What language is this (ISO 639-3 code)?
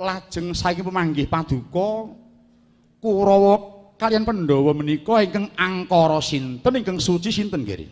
jav